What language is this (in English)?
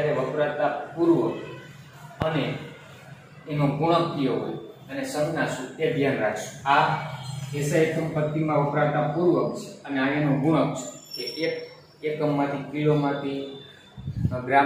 Gujarati